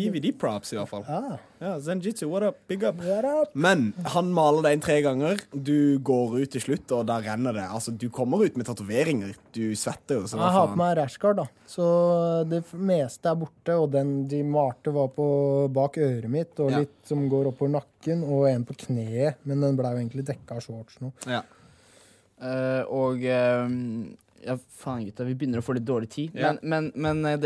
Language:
Norwegian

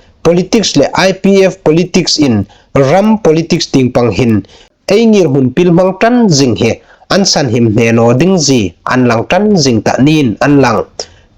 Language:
Hmar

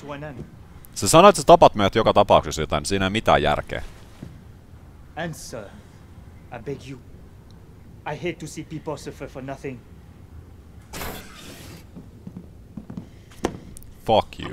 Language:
Finnish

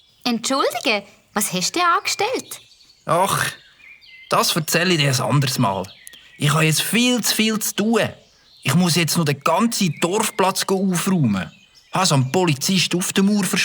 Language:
Swiss German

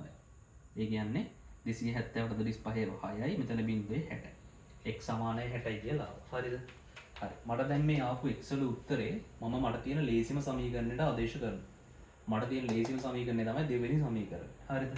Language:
Sinhala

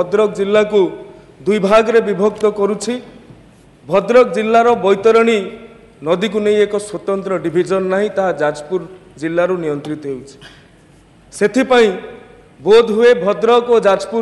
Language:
Odia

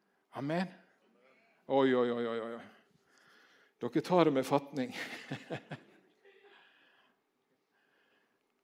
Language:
Norwegian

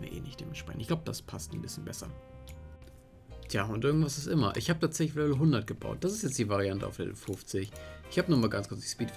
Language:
German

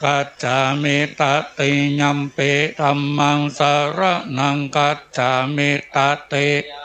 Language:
Pali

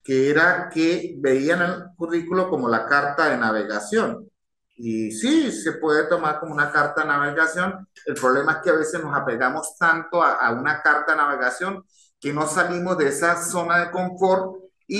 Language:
Spanish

